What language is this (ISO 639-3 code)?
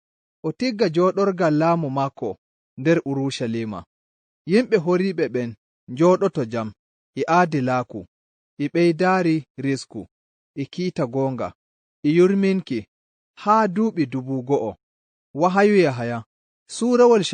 ful